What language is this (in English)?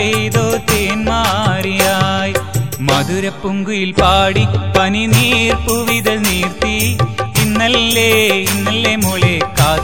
Malayalam